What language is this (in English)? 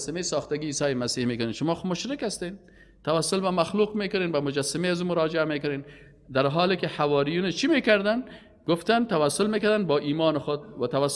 Persian